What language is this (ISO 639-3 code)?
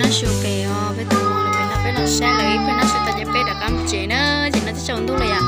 hmn